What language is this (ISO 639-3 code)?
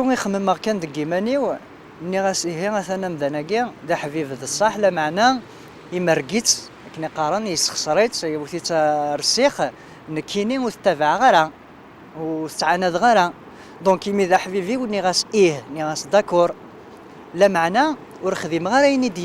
kab